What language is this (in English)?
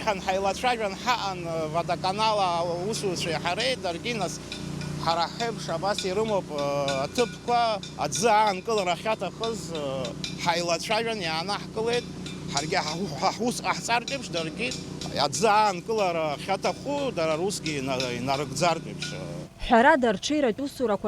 Abkhazian